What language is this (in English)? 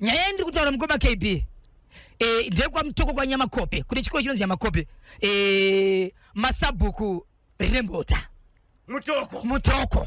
Shona